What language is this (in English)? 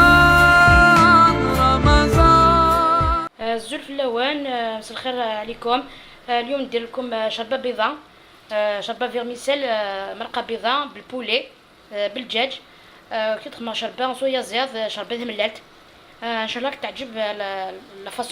Algerian Arabic